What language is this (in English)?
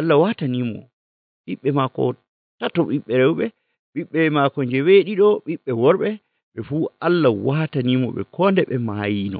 Nigerian Fulfulde